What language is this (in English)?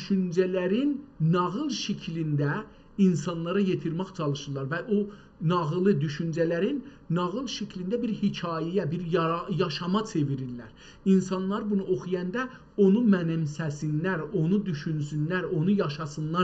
South Azerbaijani